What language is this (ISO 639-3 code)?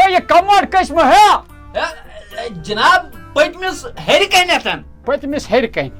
kas